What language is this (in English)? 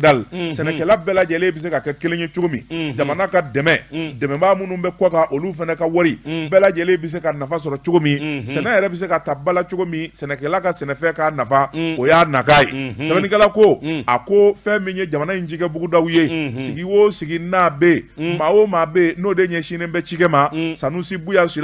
Bambara